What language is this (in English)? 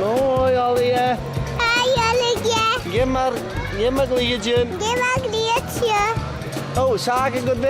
Western Frisian